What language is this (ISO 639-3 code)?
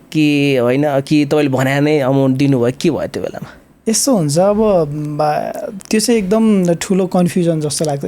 nep